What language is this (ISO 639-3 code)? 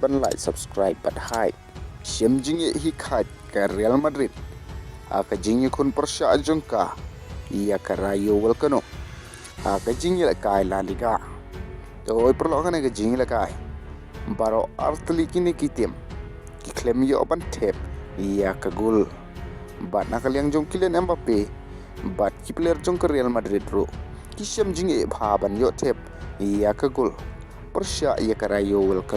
kha